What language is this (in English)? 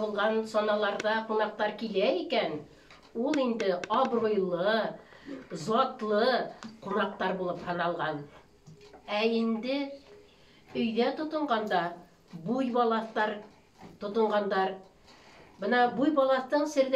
Bashkir